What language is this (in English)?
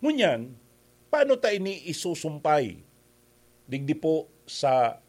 Bikol